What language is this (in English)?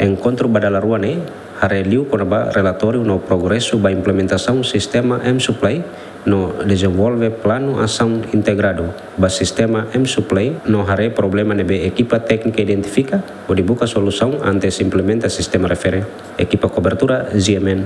Tetum